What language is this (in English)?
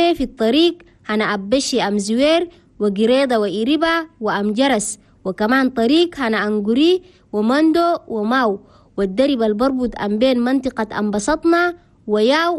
Chadian Arabic